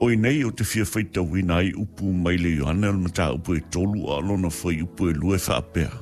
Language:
Samoan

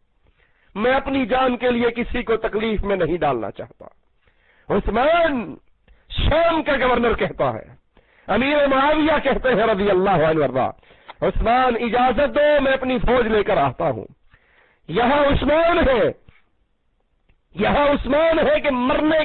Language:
Urdu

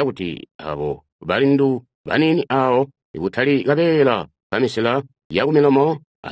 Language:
Tonga (Zambia)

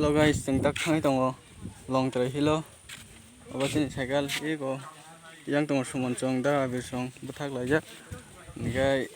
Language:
Kok Borok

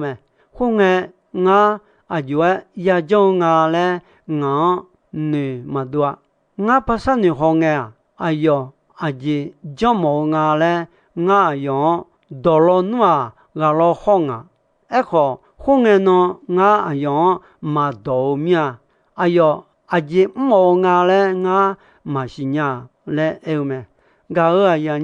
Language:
Akha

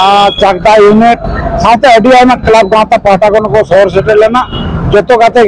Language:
Santali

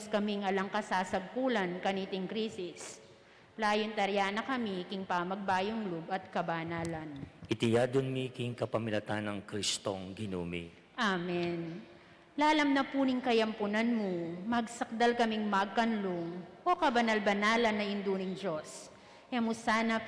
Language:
Pampanga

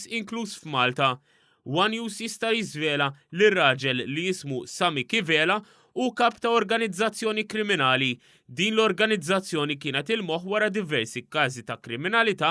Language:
Maltese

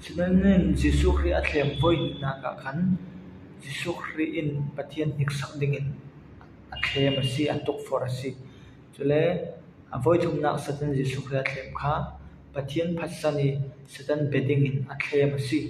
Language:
Falam Chin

